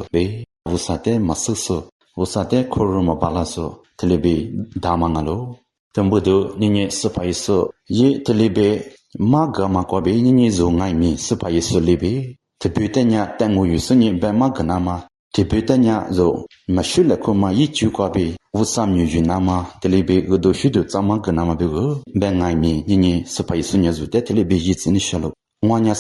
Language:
Lisu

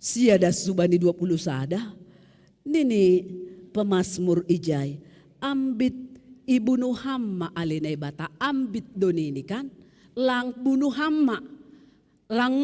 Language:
Batak Simalungun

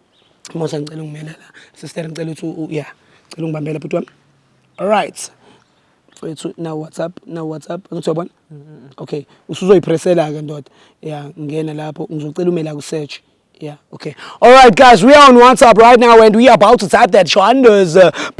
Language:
Zulu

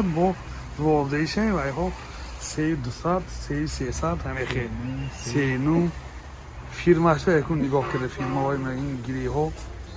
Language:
Tajik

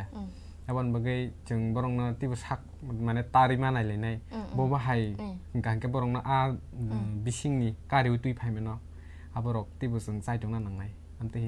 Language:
Kok Borok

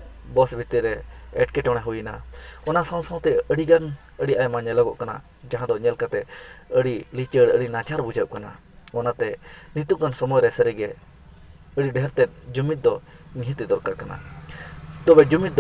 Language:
Santali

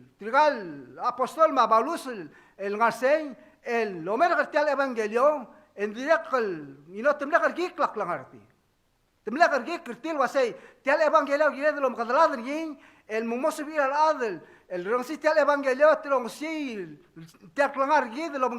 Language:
Palauan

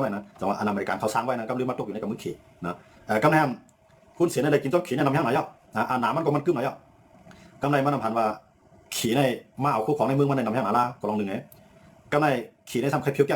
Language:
Shan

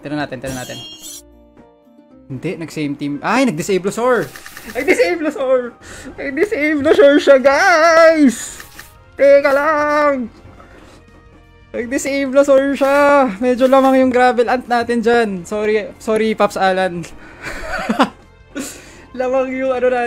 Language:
Filipino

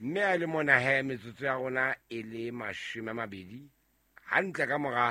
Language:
Southern Sotho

